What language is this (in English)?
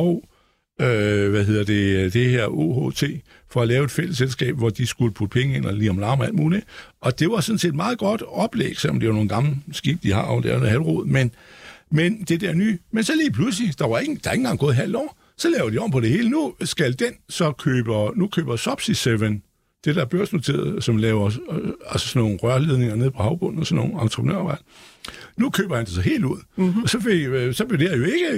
Danish